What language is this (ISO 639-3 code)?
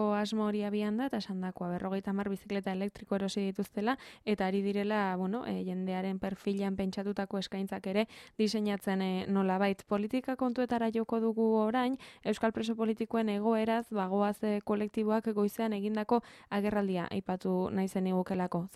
eus